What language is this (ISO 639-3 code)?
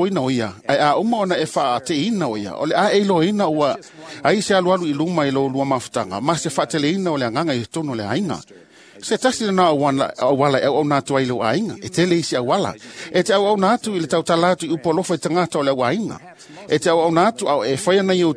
smo